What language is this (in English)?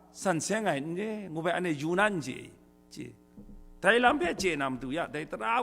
Kachin